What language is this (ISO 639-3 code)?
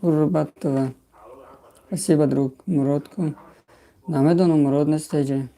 tgk